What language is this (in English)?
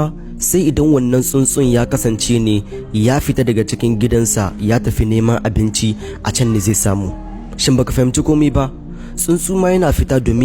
Hausa